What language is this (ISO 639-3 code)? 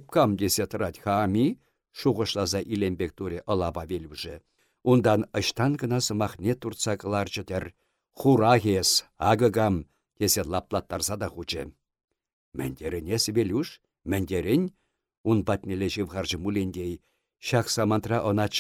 chv